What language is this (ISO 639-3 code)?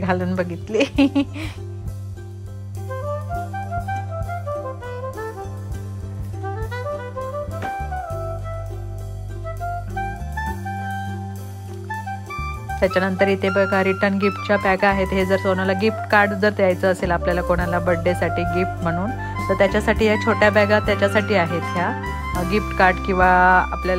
mar